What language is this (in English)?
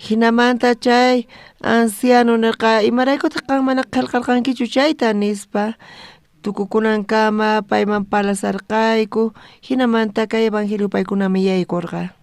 South Bolivian Quechua